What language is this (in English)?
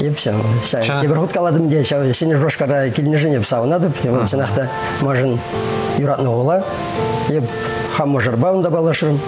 Chuvash